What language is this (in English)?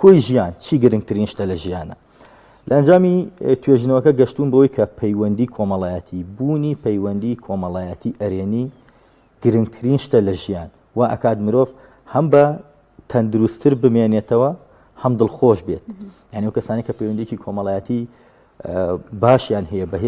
Central Kurdish